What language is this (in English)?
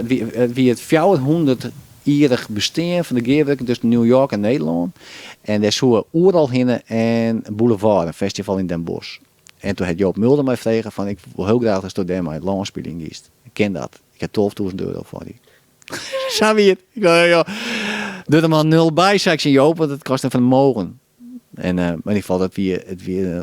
Western Frisian